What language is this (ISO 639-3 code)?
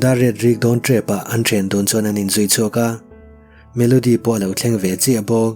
lus